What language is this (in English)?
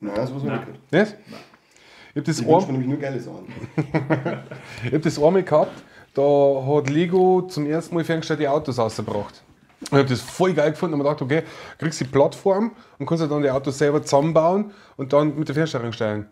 Bavarian